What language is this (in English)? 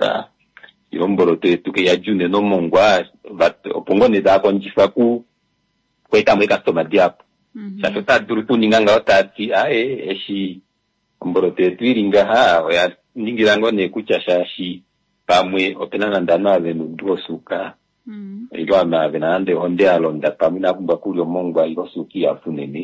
Kuanyama